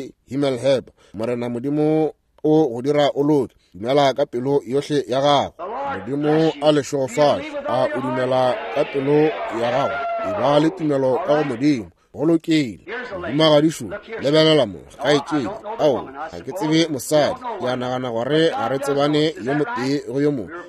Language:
Northern Sotho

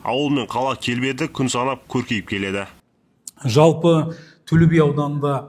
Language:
Kazakh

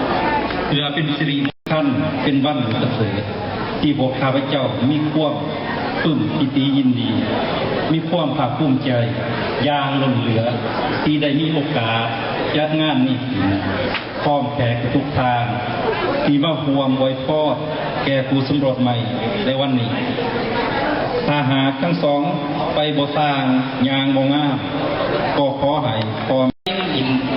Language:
Lao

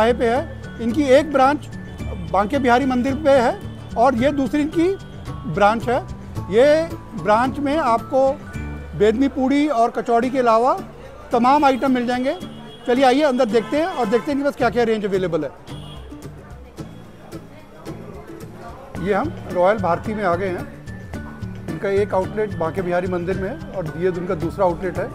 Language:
Hindi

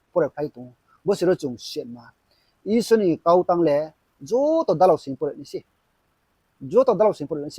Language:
Riang (India)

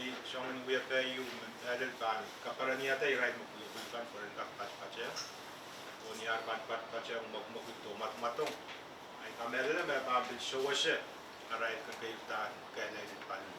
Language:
Pohnpeian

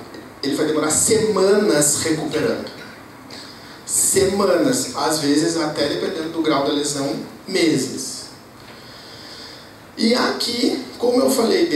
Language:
Portuguese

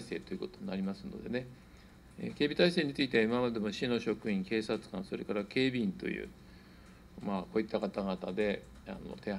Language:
Japanese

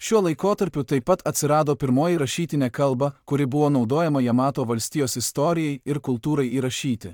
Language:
Lithuanian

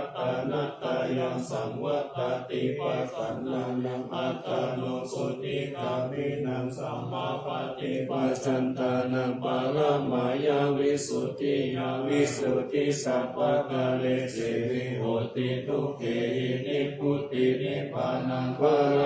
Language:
Pali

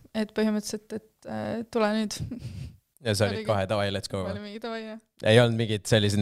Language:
Estonian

